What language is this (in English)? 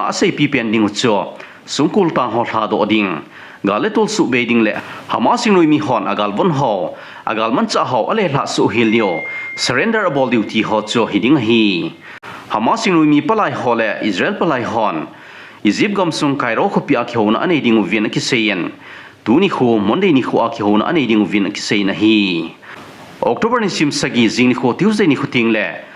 Thado Chin